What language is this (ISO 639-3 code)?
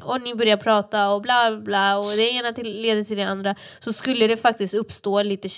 swe